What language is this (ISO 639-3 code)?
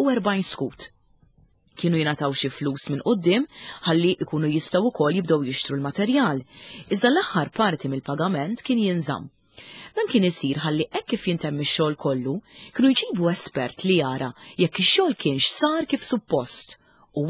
mlt